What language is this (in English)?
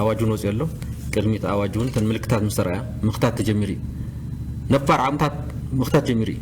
Tigrinya